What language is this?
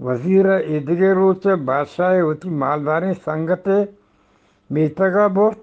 Eastern Balochi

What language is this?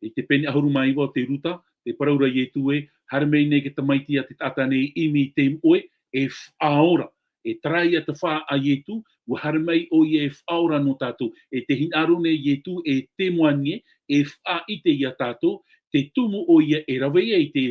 Tahitian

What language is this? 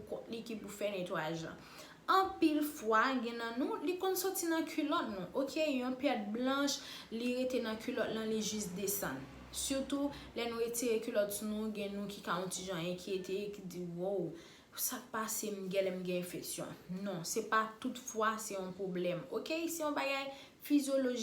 Haitian Creole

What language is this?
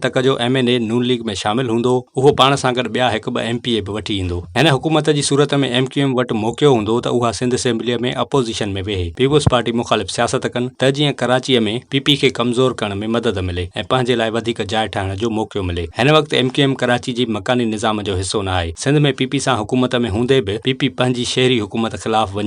Sindhi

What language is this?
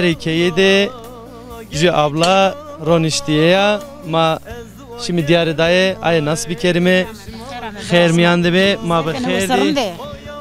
Zaza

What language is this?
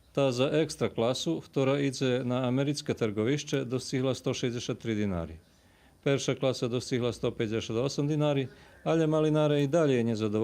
Rusyn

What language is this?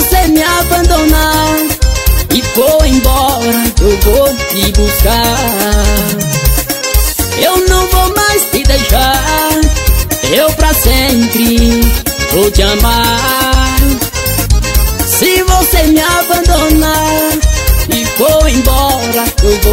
Portuguese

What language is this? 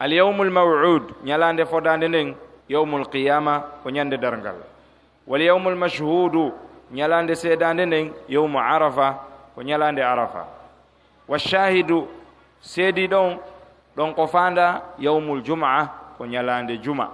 Pular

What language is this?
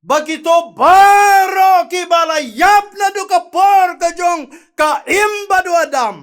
Khasi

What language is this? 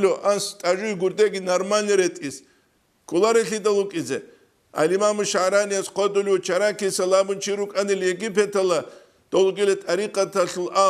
Avaric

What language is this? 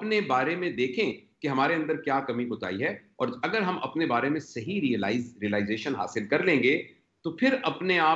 Urdu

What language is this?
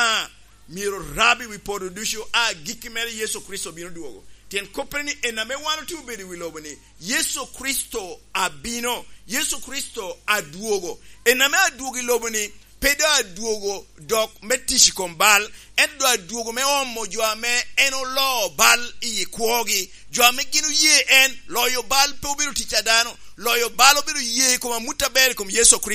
Lango (Uganda)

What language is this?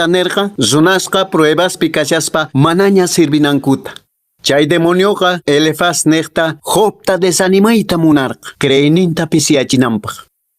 Quechua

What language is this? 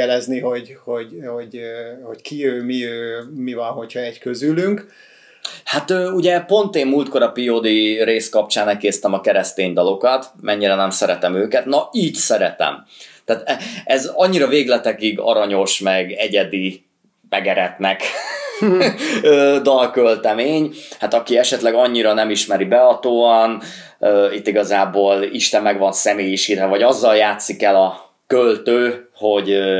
Hungarian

